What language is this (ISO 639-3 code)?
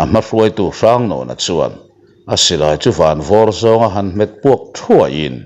lus